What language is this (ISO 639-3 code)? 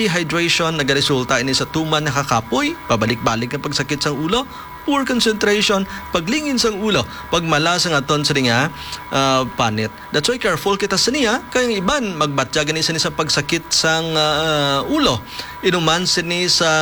hil